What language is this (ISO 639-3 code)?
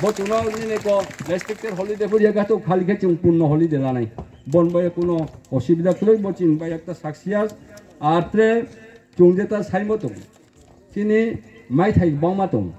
ria